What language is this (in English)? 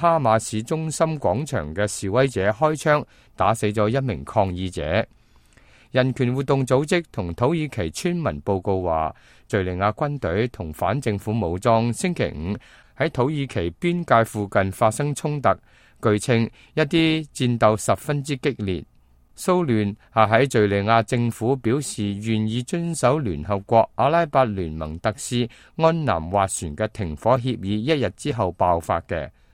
Cantonese